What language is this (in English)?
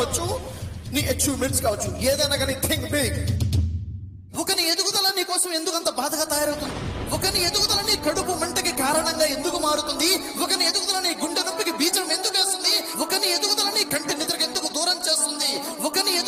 Telugu